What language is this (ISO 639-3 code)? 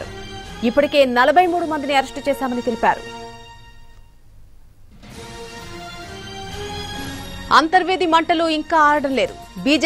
tel